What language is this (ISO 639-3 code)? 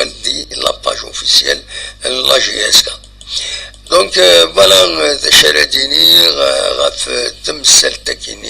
kab